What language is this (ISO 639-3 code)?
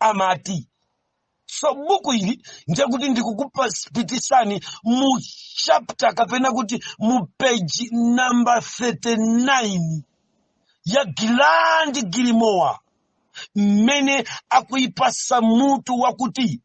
nya